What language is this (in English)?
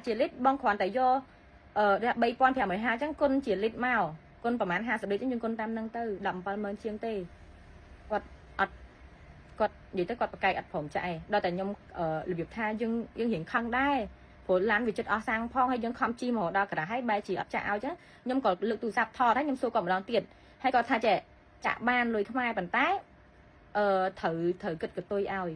Khmer